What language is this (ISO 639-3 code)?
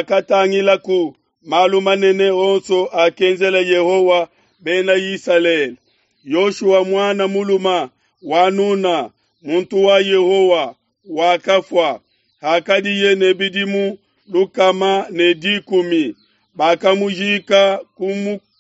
lua